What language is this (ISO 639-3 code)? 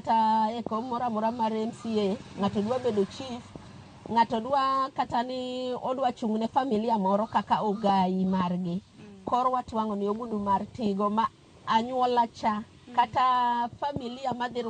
luo